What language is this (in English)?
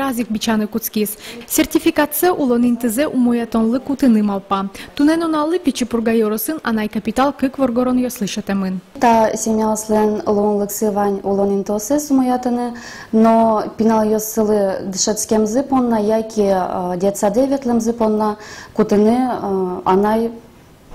Udmurt